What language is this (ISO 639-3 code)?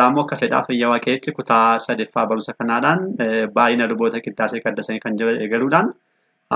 orm